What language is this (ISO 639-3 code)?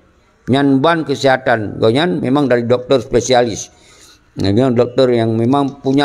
ace